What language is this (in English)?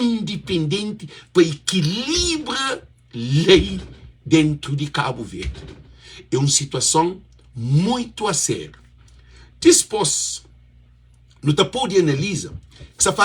Kabuverdianu